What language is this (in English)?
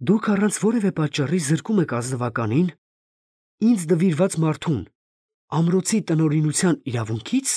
Armenian